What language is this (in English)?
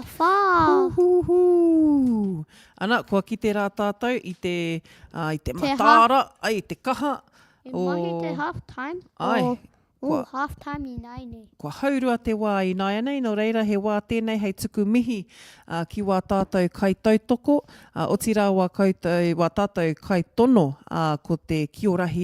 Māori